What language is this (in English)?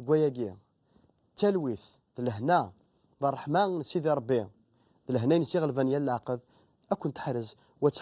Kabyle